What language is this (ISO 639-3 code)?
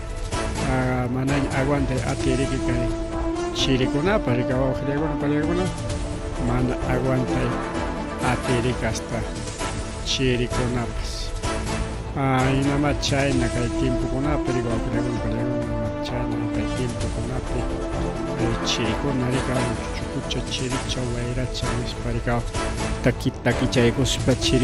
quy